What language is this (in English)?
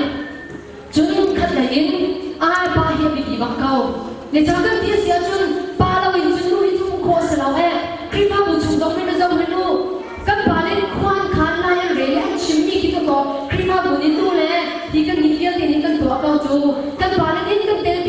Hakha Chin